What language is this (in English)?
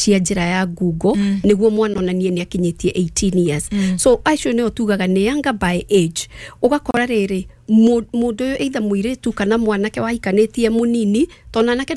Kikuyu